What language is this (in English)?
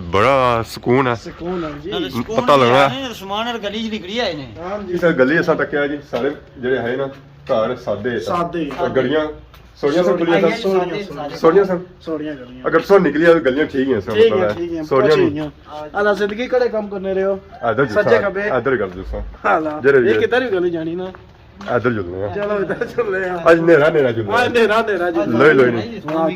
Pahari-Potwari